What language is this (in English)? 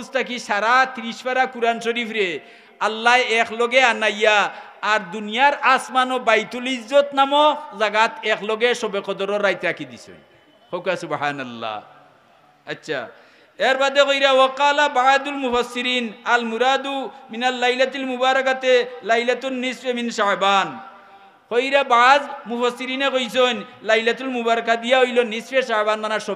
Sylheti